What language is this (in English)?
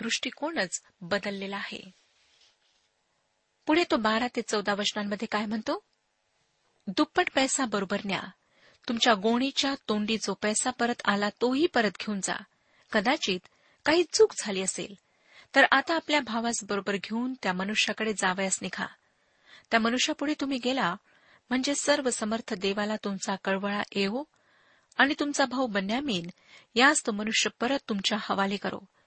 Marathi